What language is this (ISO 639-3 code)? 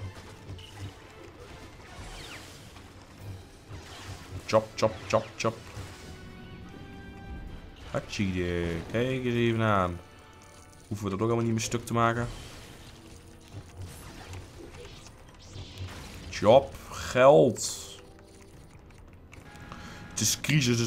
nld